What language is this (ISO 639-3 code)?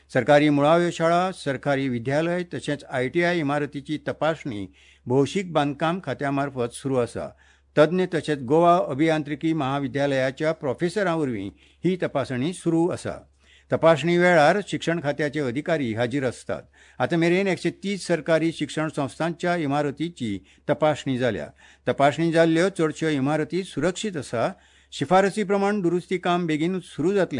kok